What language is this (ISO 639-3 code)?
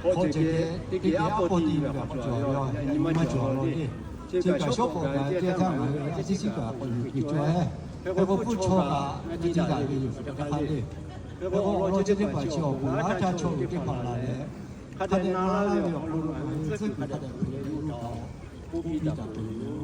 lhu